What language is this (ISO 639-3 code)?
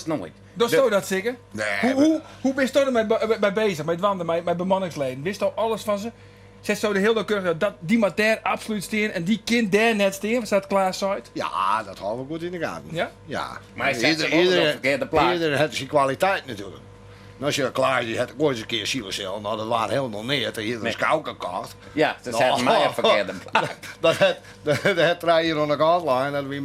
fry